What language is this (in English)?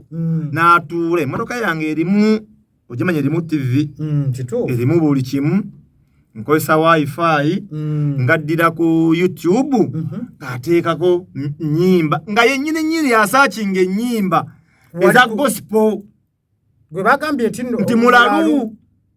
Ganda